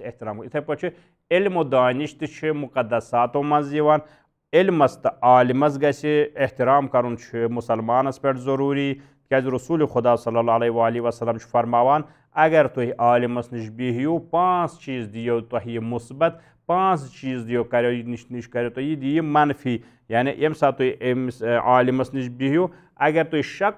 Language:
Kashmiri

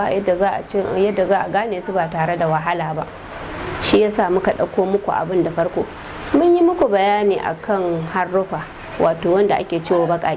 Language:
Hausa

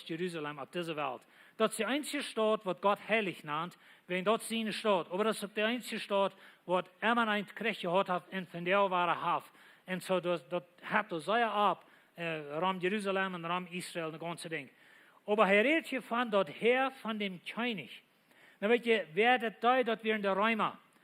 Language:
Plautdietsch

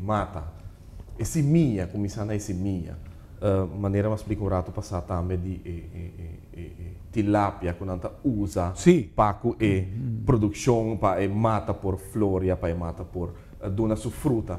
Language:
Papiamento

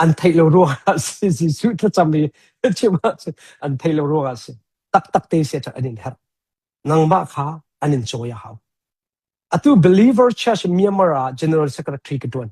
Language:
Hakha Chin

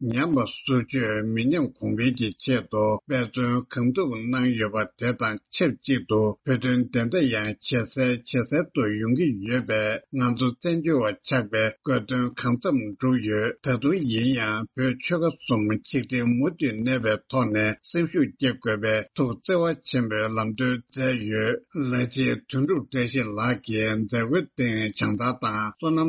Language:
Tibetan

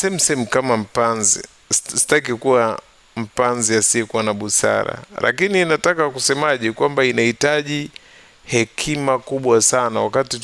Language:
Swahili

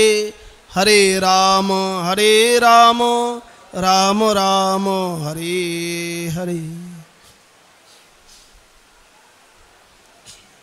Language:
Bangla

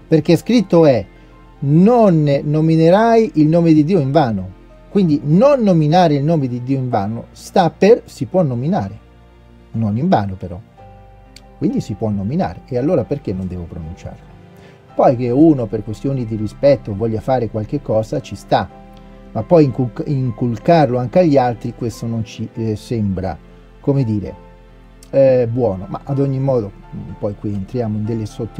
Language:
Italian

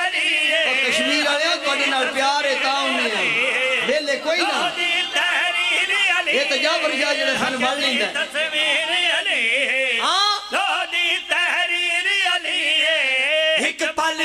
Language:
Pahari-Potwari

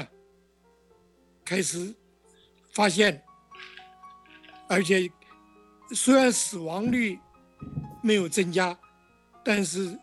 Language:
Chinese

